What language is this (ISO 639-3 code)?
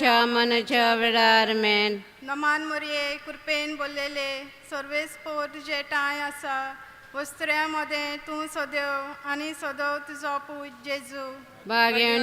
kok